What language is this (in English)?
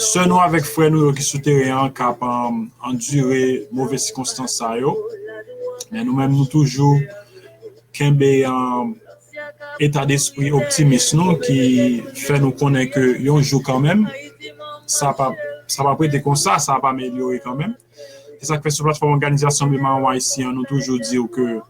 Haitian Creole